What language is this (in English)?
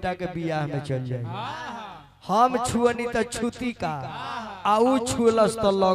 Bhojpuri